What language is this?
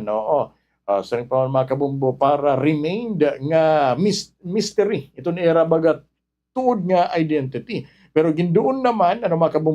Waray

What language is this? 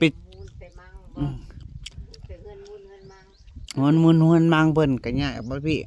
Northeastern Thai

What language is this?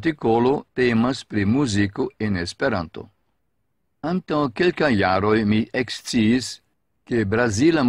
Esperanto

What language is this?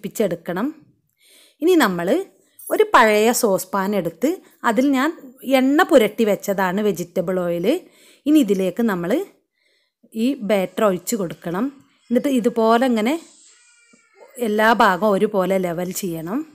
Malayalam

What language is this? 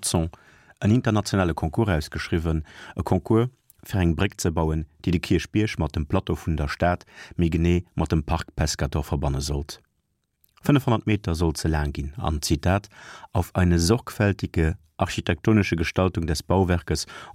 Luxembourgish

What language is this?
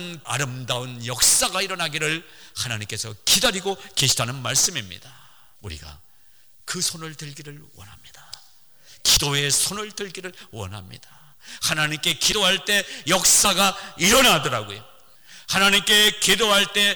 Korean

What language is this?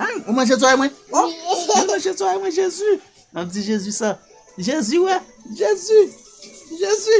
Haitian Creole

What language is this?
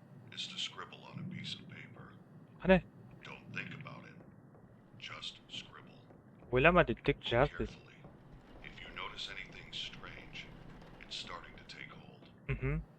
Kara-Kalpak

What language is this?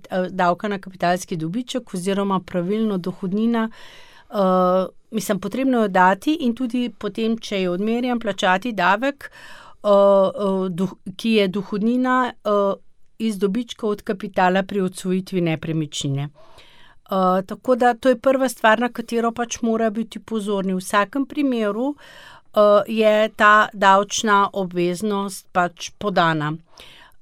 Slovenian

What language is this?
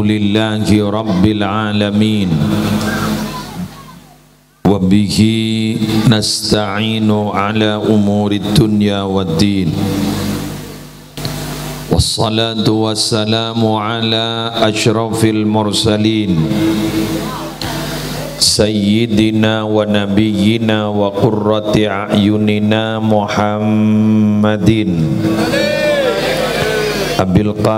Madurese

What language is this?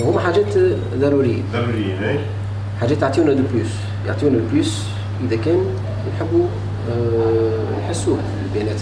Tunisian Arabic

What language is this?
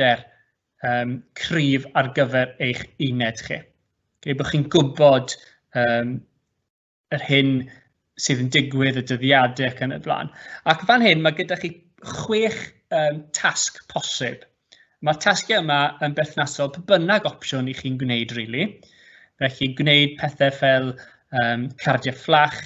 Welsh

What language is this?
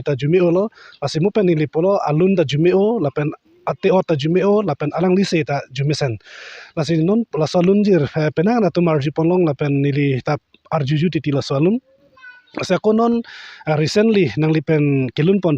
Karbi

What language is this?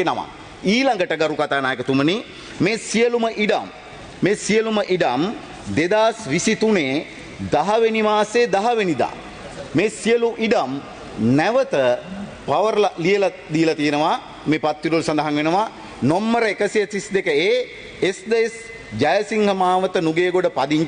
Sinhala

